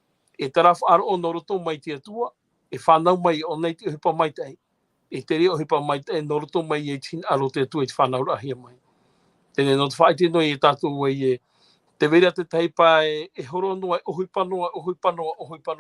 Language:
Tahitian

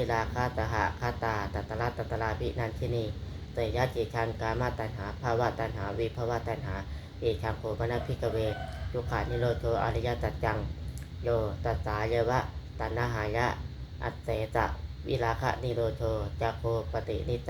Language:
Pali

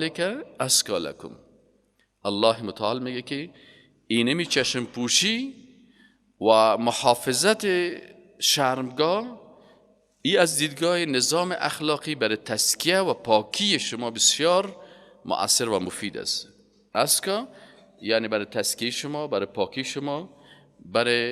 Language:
Persian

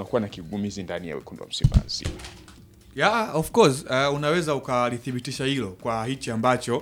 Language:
Swahili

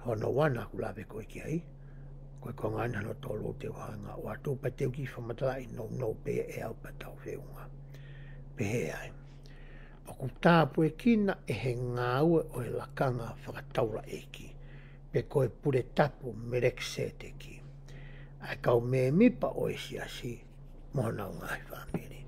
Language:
Tongan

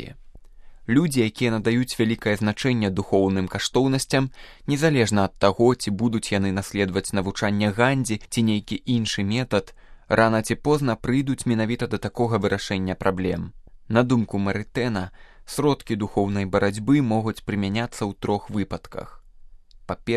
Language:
Belarusian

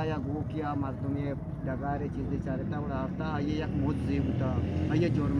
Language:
Eastern Balochi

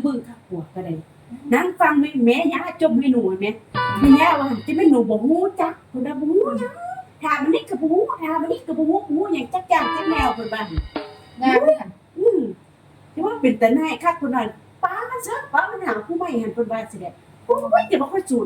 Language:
Northeastern Thai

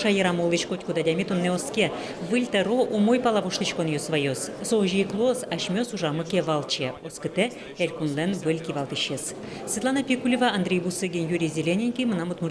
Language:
Udmurt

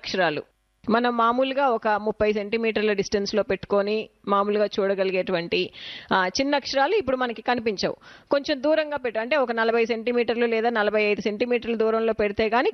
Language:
Telugu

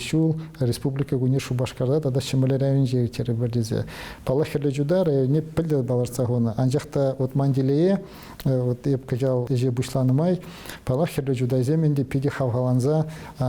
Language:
Chuvash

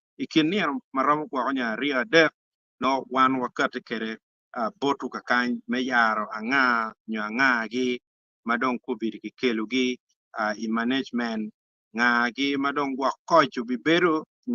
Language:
Acoli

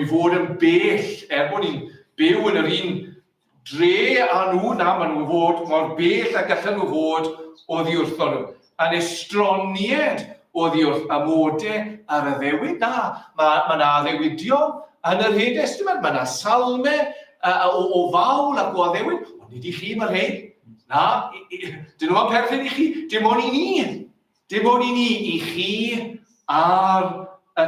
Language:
Welsh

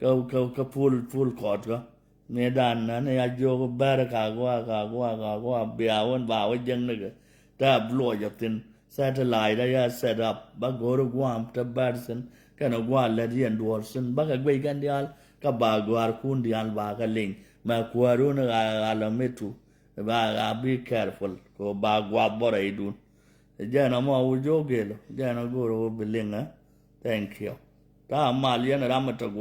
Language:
Nuer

